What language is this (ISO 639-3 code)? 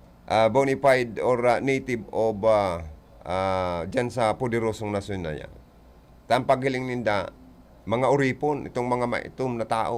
bik